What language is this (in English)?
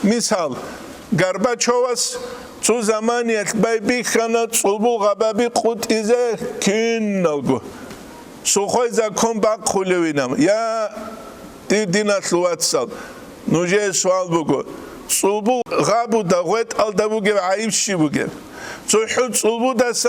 Avaric